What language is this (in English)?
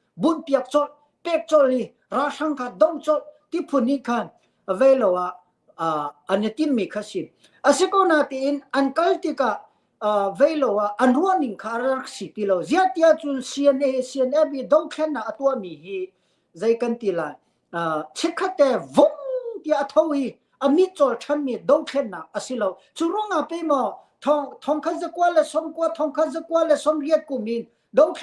Hakha Chin